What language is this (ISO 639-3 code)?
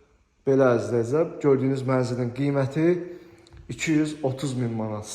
aze